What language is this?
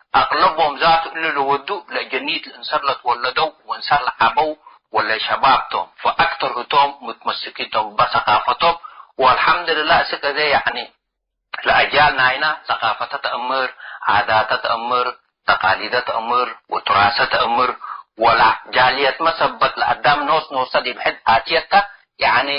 Tigre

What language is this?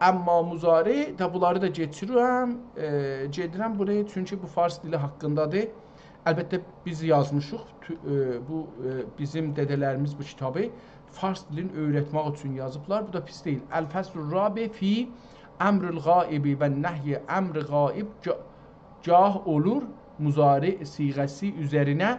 South Azerbaijani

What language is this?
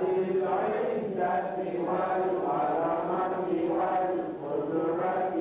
Bashkir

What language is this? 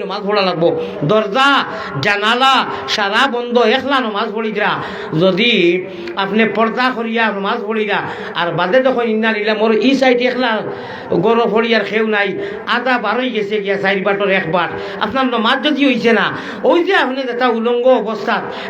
Sylheti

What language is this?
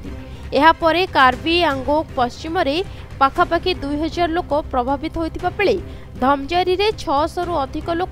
Odia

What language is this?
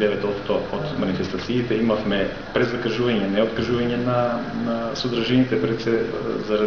Macedonian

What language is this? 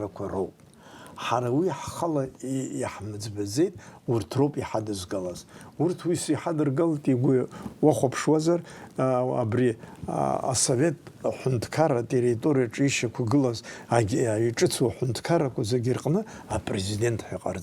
Abkhazian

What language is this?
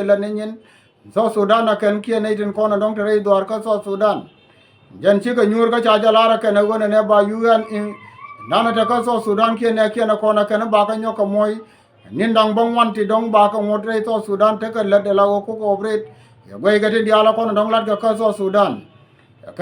Nuer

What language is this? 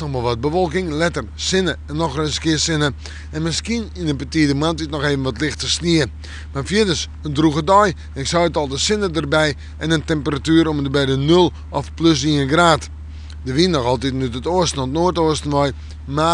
Western Frisian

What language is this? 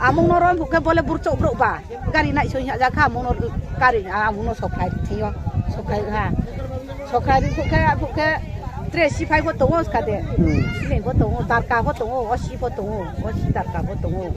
Riang (India)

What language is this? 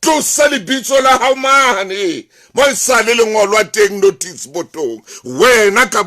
Southern Sotho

